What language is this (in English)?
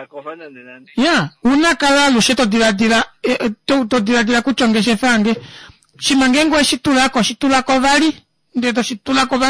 Kuanyama